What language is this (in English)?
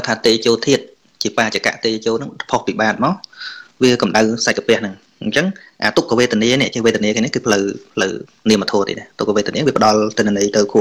Khmer